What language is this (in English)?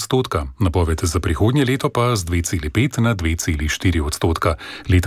Slovenian